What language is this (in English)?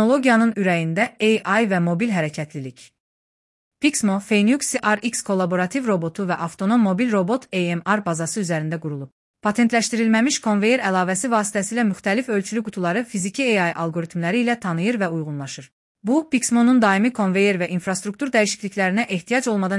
Azerbaijani